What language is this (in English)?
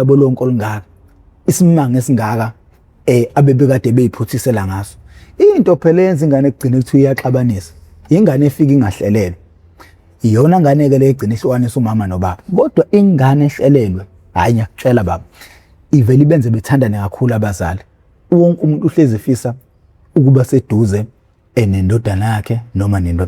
Zulu